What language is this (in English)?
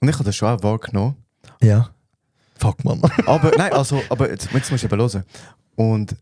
Swiss German